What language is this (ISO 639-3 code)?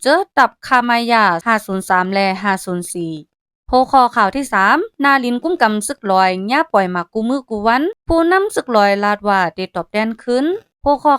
shn